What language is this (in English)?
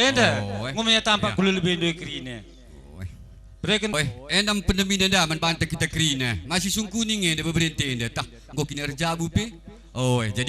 Batak Karo